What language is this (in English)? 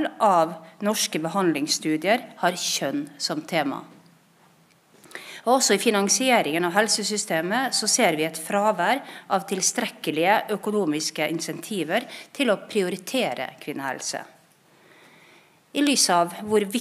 Norwegian